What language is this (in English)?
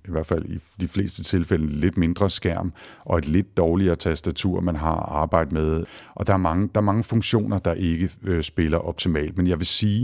Danish